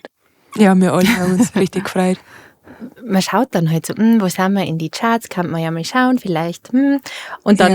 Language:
Bavarian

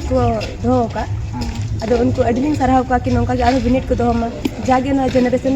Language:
Santali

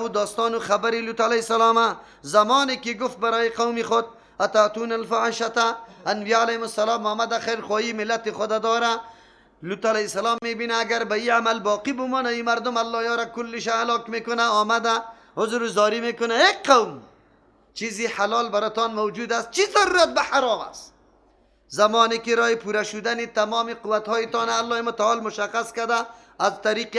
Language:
Persian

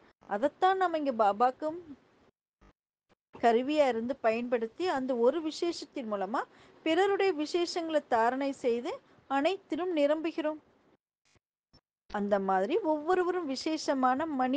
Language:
Tamil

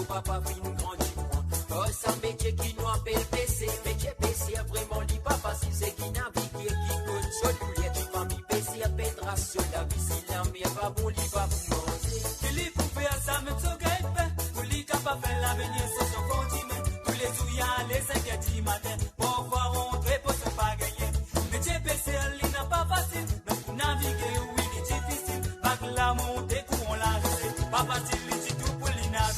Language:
Morisyen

